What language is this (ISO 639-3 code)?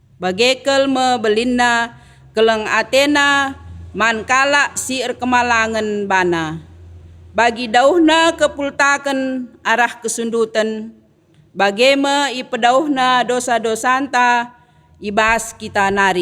btx